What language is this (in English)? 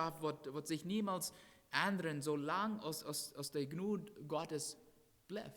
Plautdietsch